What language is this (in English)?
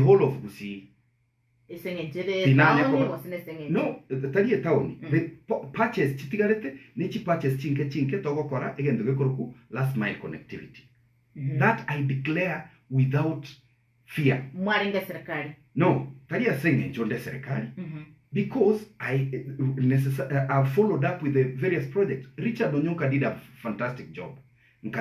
Gusii